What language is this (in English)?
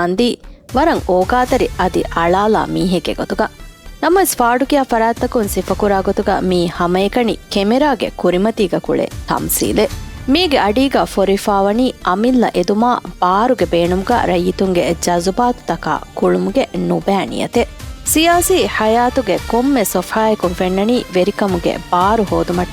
Divehi